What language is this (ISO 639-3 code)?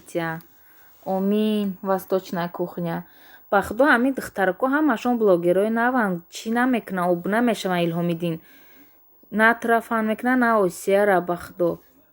tgk